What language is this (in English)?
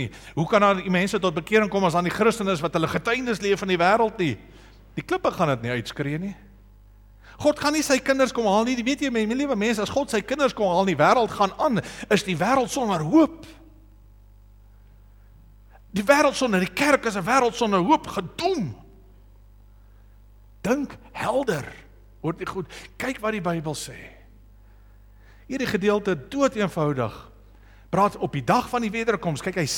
Afrikaans